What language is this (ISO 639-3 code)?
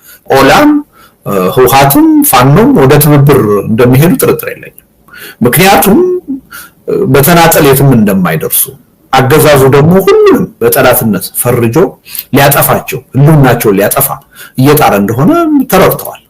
amh